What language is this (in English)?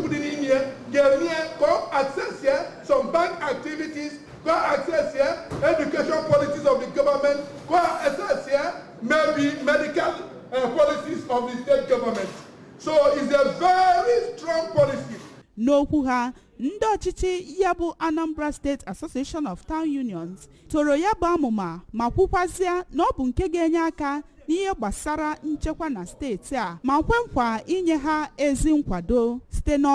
Igbo